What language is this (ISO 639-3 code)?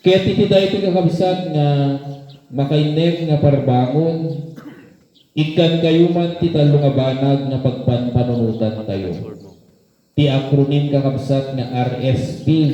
ilo